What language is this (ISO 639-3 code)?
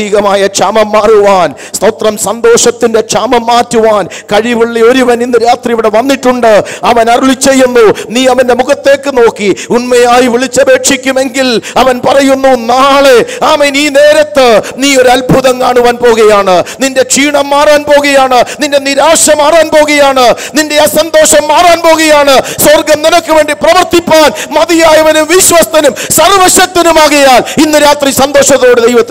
mal